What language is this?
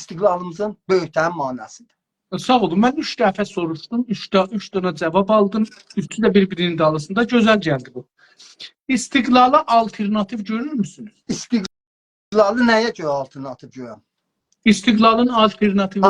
South Azerbaijani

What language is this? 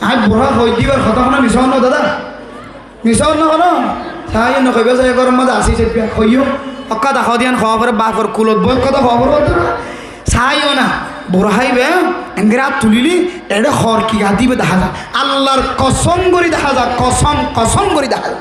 Rohingya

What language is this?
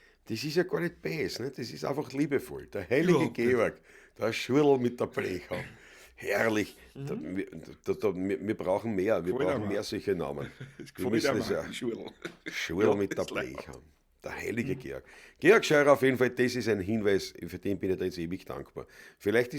Bavarian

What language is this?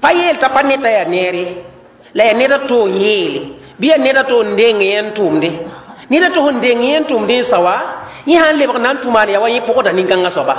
Mossi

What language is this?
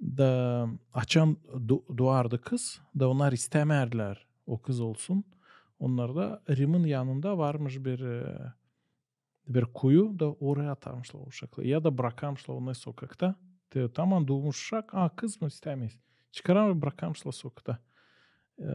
Gagauz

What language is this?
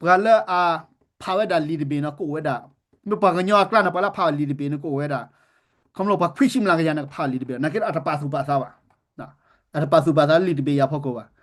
S'gaw Karen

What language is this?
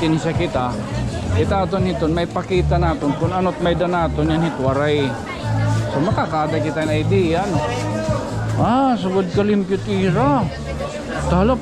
Waray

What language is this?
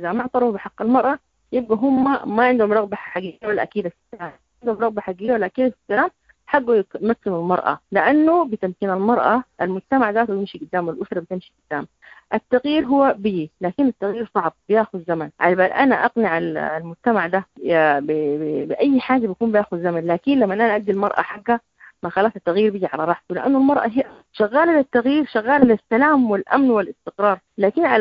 Sudanese Arabic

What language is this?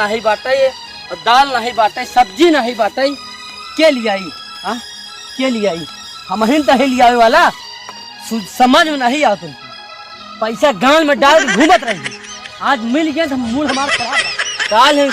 Awadhi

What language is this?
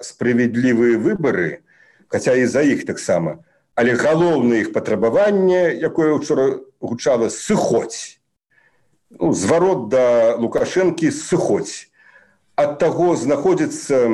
Belarusian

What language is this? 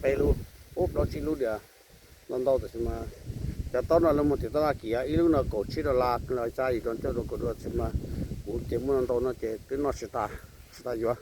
Hmong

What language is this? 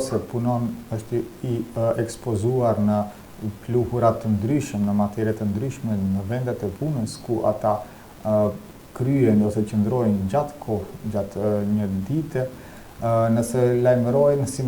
Albanian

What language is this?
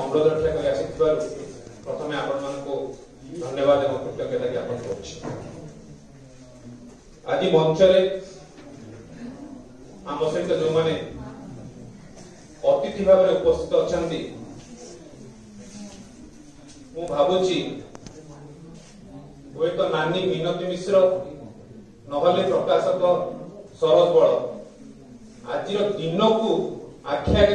Odia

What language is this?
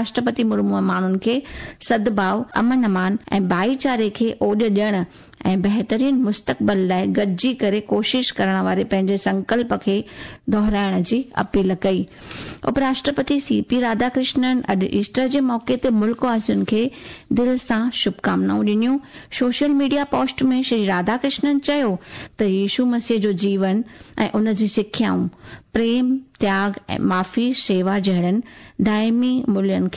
Sindhi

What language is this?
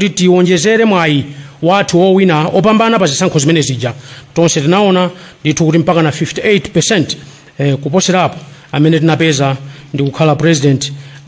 Nyanja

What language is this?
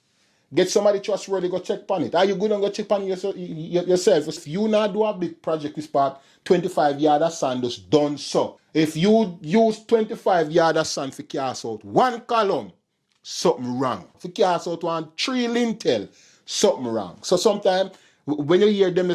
Jamaican Creole English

